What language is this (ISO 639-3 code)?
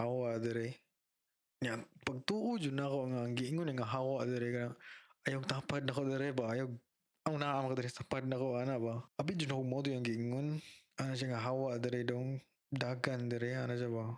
ceb